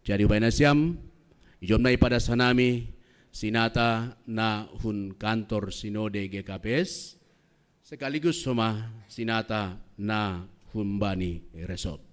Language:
Batak Simalungun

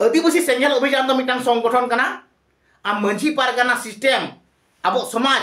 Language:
Santali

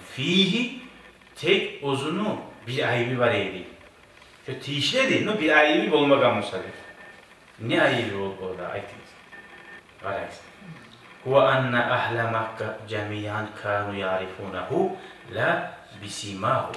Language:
Kumyk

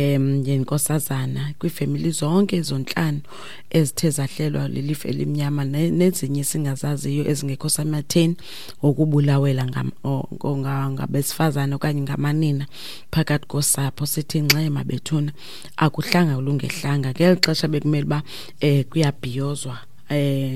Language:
Xhosa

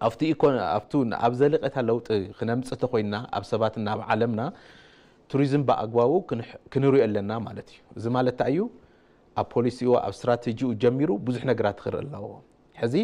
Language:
Tigrinya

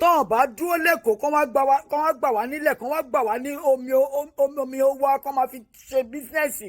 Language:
Yoruba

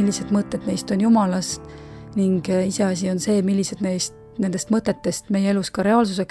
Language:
Estonian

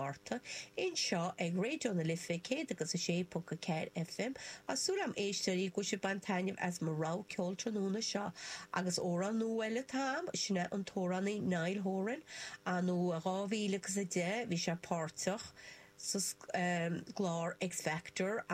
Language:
Irish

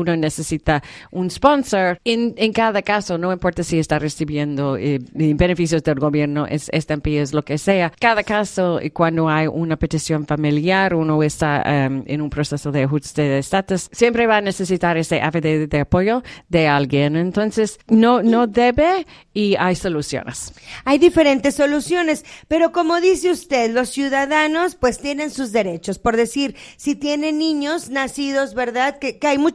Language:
Spanish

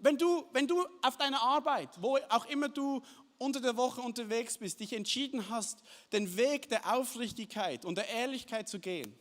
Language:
Swiss German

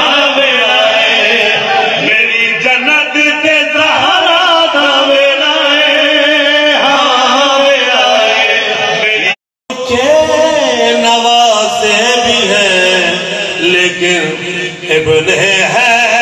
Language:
Saraiki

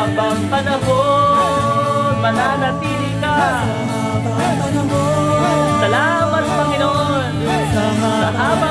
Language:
Filipino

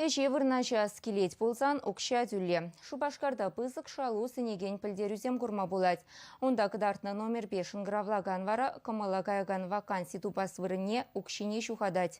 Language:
Chuvash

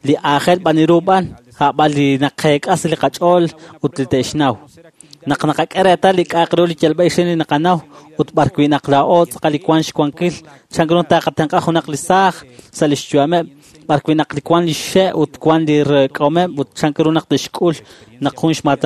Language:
Kekchí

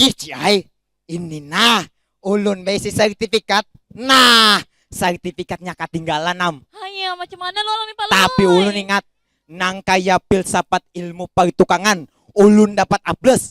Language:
Banjar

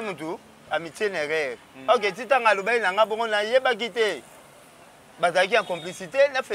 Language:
Lingala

